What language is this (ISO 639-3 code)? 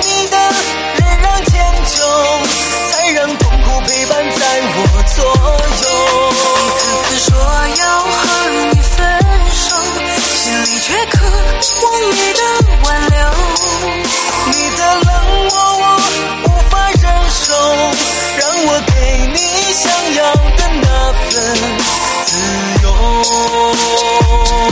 zho